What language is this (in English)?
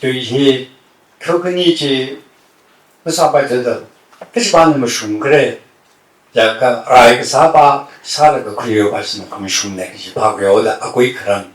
Tangkhul Naga (India)